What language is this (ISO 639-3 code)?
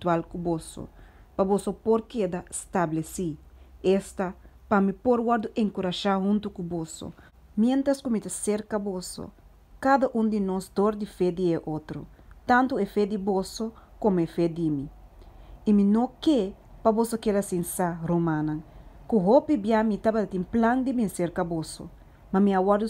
pap